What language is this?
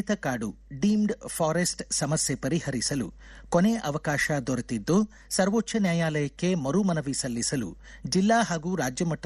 Kannada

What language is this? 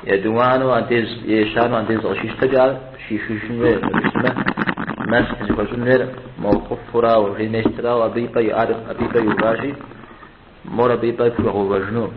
Kabardian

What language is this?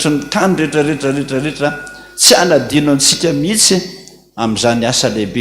Malagasy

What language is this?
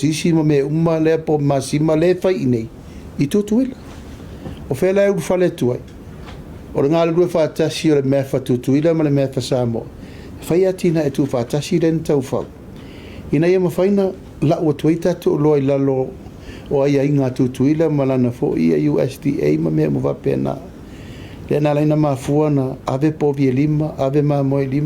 Samoan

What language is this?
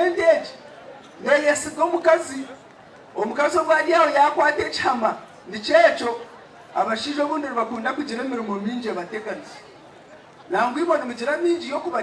Nyankole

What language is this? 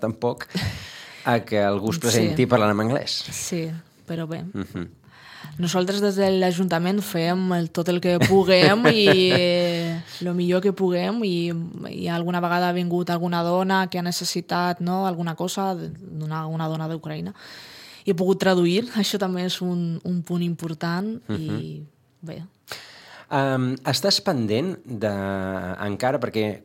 Catalan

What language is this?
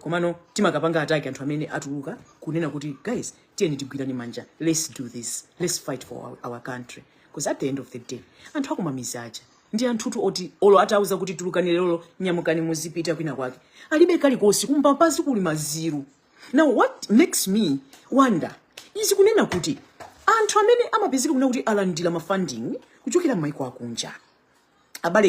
Nyanja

